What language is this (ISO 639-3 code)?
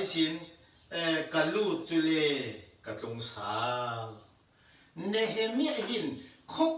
cfm